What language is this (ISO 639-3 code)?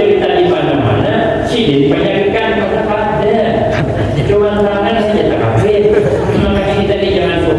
bjn